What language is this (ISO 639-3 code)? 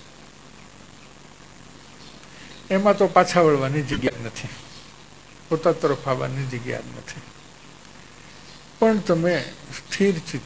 guj